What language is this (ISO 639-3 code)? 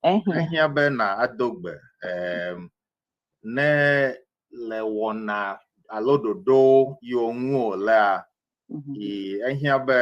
ewe